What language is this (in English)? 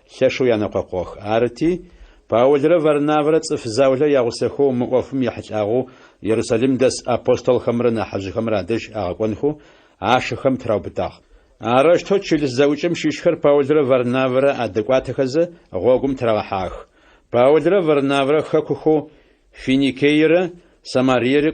Adyghe